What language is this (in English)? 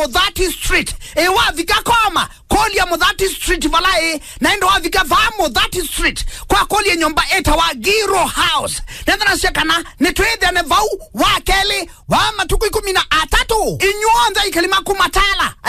Kamba